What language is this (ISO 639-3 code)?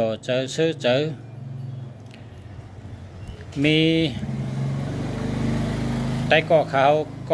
shn